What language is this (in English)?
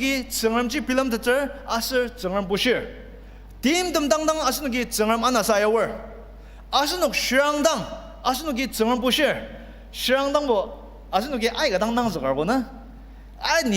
Ao Naga